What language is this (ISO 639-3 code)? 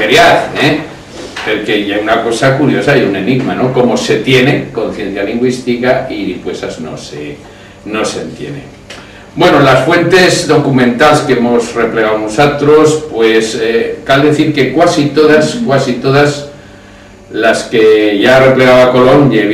arg